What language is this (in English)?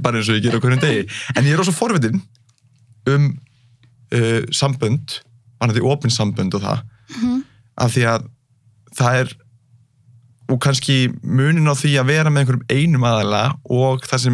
Icelandic